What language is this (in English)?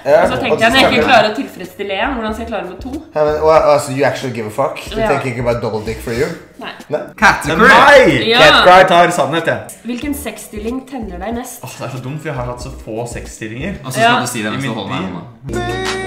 Norwegian